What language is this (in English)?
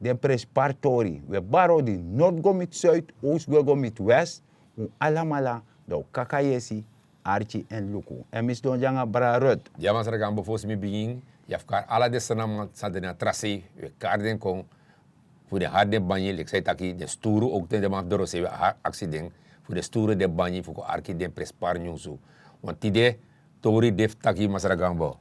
Sranan Tongo